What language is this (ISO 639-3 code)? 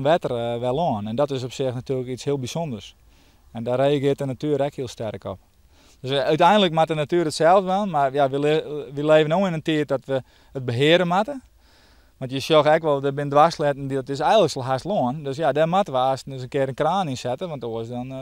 fry